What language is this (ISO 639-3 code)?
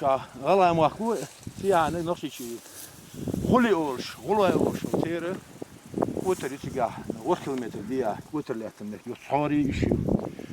che